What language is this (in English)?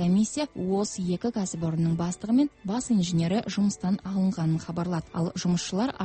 Kazakh